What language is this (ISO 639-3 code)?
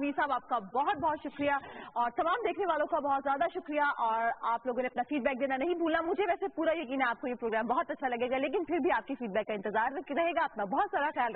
urd